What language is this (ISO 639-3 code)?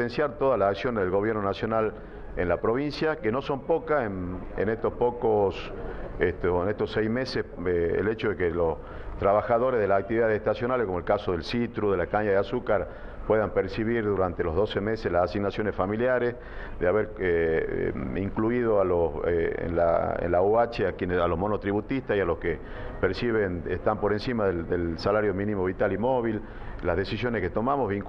spa